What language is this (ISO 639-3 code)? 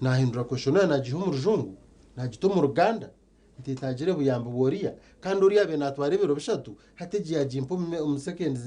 nyn